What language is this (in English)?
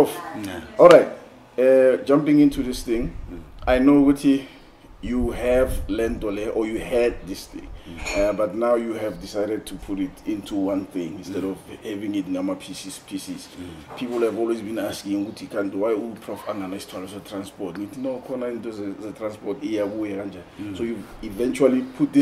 Zulu